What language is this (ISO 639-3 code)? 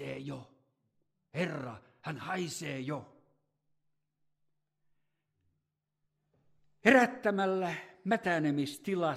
fin